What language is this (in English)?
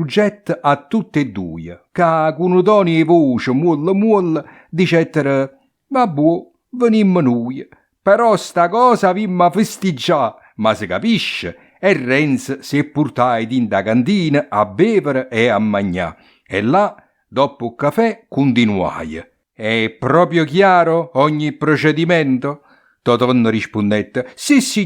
Neapolitan